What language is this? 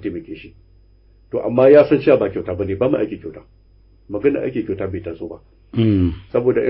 Hausa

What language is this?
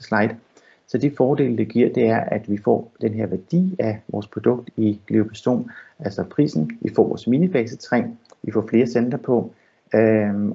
Danish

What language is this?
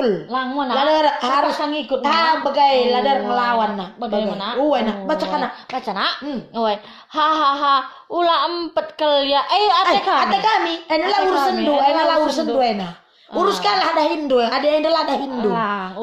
Batak Karo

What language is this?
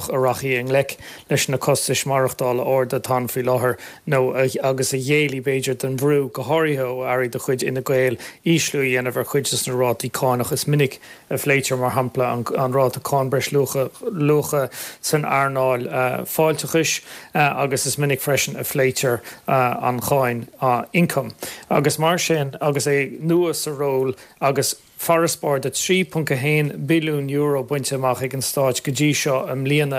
Irish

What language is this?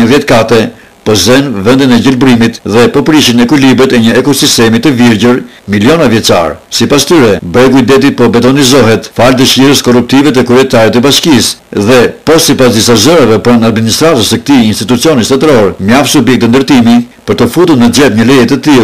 Albanian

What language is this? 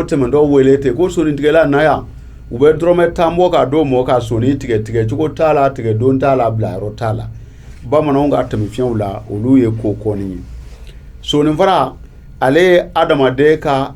Bambara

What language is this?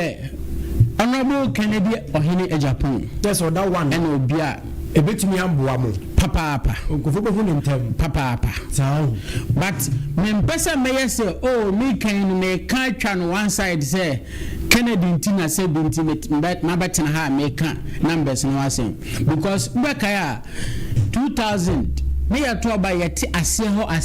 Akan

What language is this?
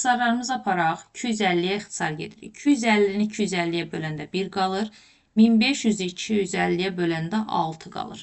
Azerbaijani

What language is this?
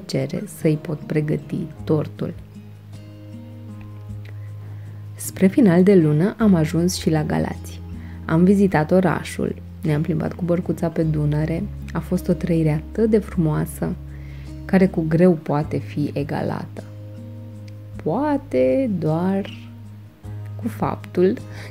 Romanian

